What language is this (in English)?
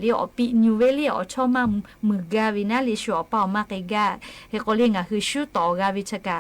Lahu